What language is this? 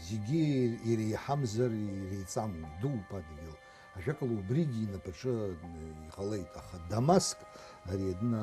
Abkhazian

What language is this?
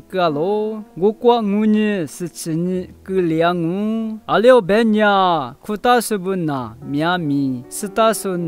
Lisu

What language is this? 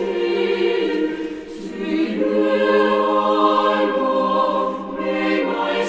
South Bolivian Quechua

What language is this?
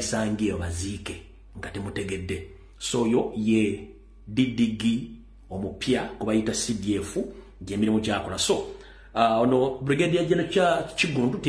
Ganda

